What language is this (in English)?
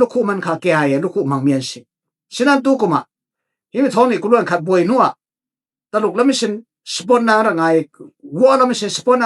Falam Chin